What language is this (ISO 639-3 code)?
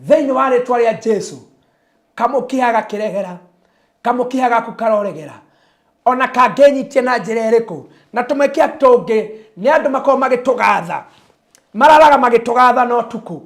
kik